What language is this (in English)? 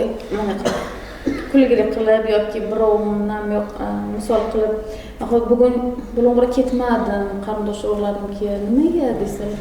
Uzbek